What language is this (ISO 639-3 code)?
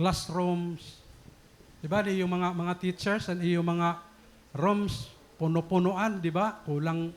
war